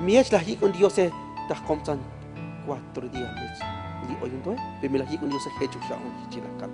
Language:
Tzotzil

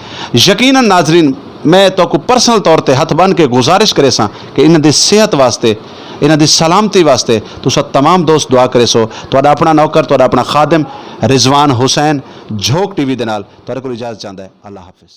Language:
Saraiki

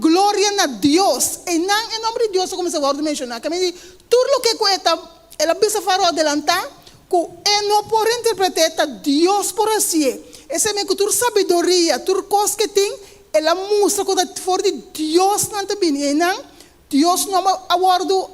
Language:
Papiamento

